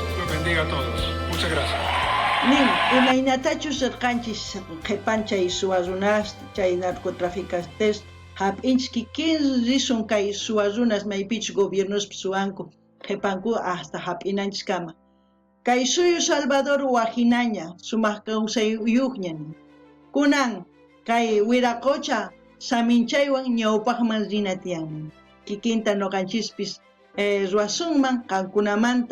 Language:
South Bolivian Quechua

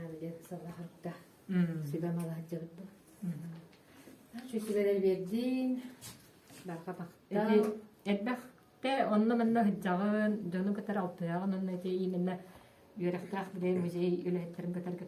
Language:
Yakut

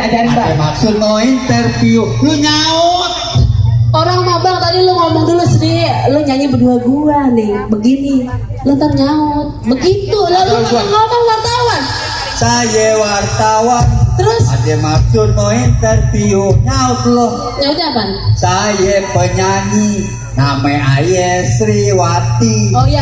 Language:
Betawi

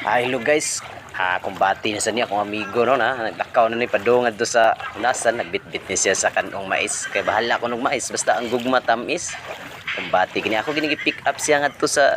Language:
Cebuano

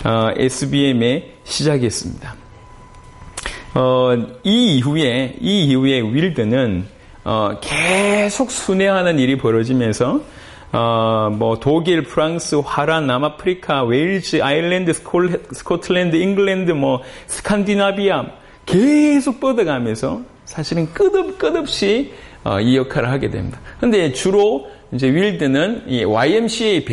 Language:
Korean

